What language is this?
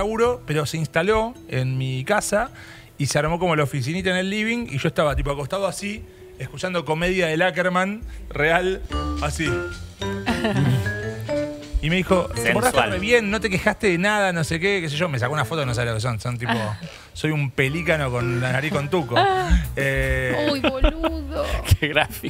Spanish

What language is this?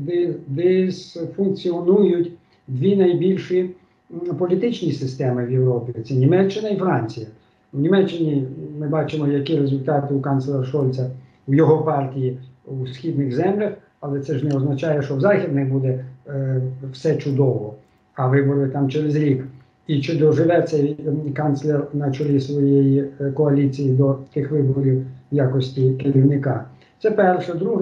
Ukrainian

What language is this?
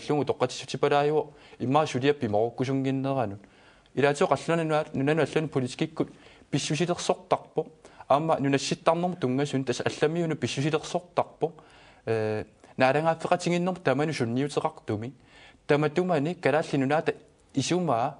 Kalaallisut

